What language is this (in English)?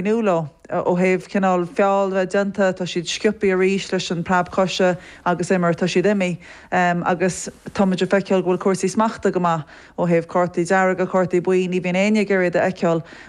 Irish